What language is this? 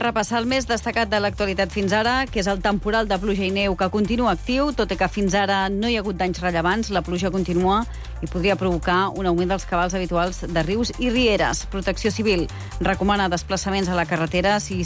Catalan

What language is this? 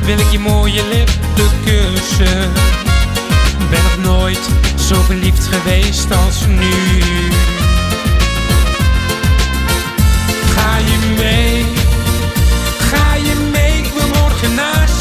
Dutch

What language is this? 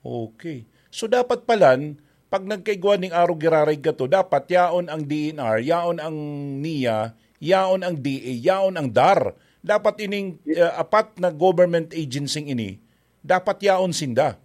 Bikol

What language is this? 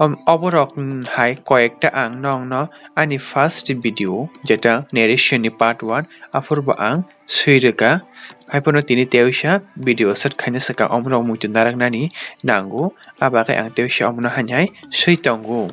Kok Borok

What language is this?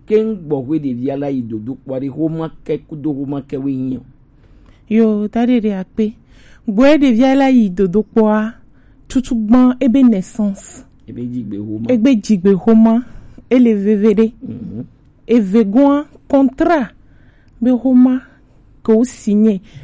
Gen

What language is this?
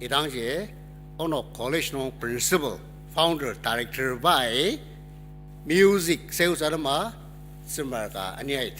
Ao Naga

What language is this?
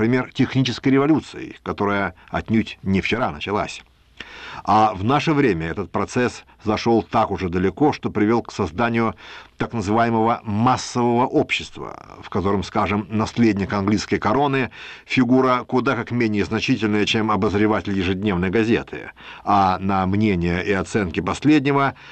Russian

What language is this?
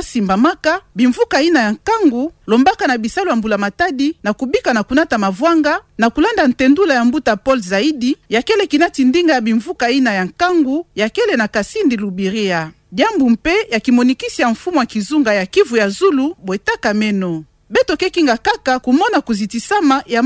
Kituba (Democratic Republic of Congo)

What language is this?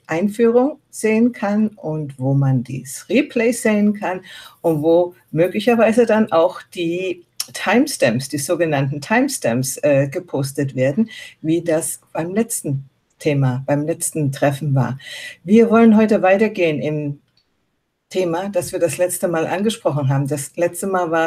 German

